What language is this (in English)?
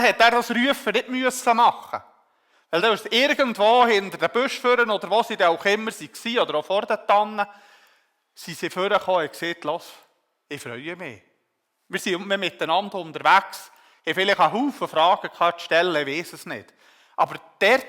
Swiss German